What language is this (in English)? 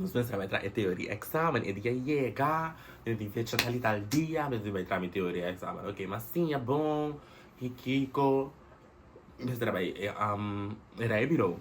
Papiamento